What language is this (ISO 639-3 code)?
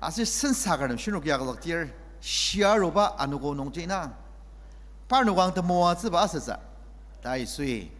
njo